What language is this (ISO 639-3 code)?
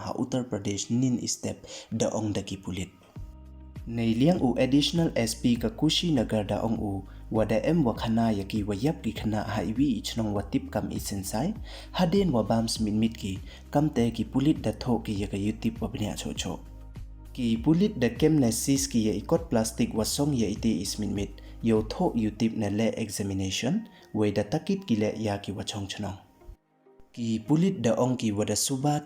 pbv